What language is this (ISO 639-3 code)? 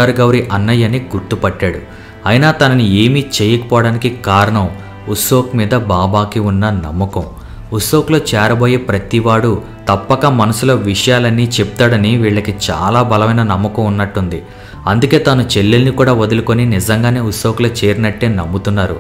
tel